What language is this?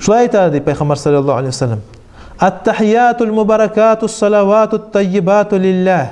Kumyk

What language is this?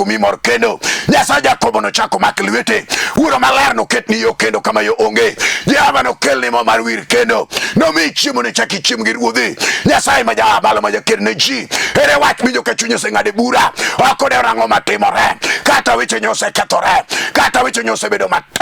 Luo (Kenya and Tanzania)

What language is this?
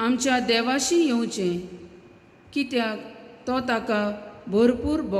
Konkani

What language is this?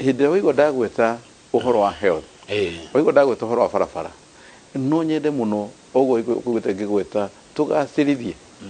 Kikuyu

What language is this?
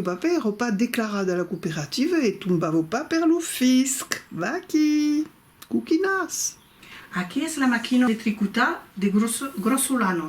Occitan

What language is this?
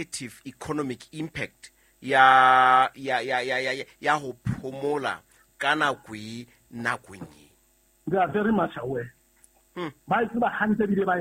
Southern Sotho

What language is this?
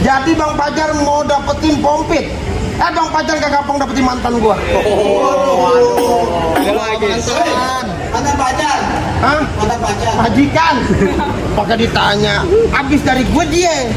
Betawi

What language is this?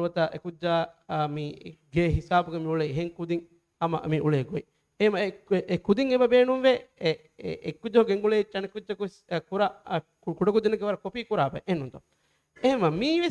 Divehi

